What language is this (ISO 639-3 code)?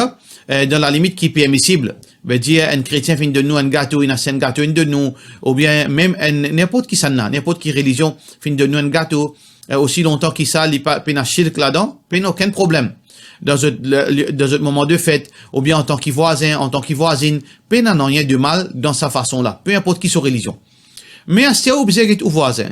mfe